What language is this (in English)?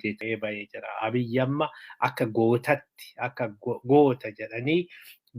Oromo